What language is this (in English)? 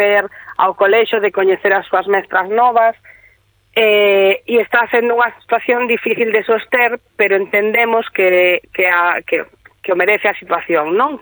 Galician